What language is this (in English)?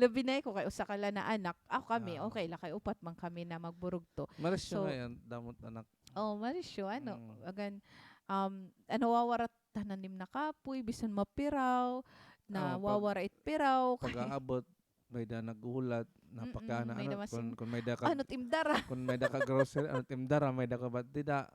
Waray